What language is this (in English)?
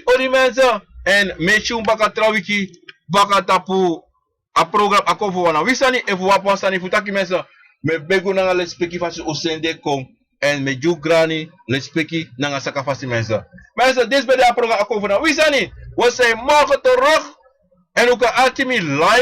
Sranan Tongo